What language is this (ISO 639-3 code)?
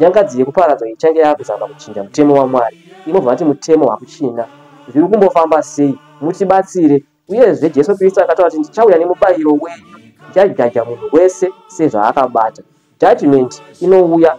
sna